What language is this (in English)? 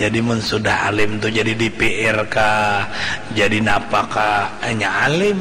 Banjar